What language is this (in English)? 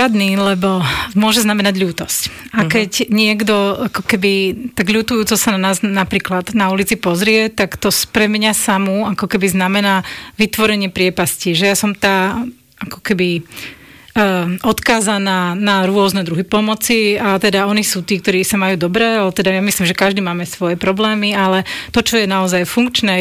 Slovak